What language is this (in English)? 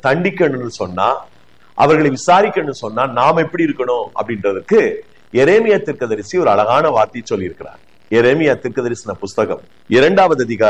Tamil